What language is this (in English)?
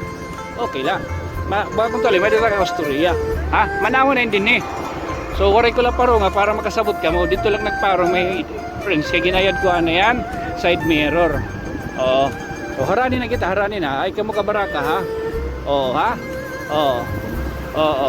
Waray